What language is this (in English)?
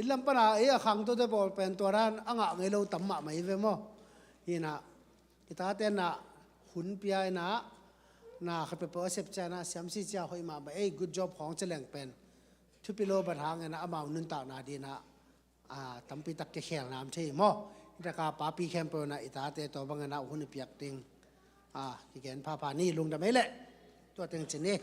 Tedim Chin